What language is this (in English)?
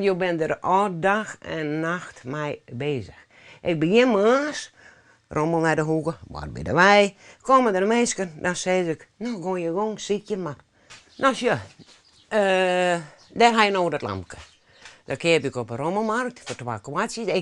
Western Frisian